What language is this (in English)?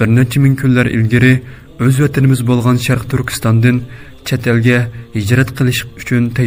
Uyghur